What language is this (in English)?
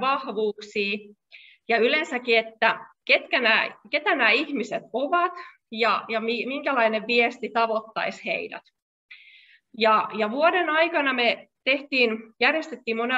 Finnish